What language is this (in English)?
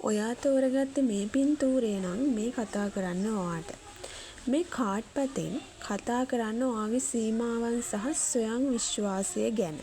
Sinhala